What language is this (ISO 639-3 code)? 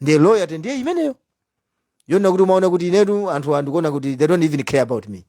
nya